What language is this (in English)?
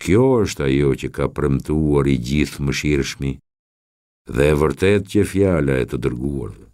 Albanian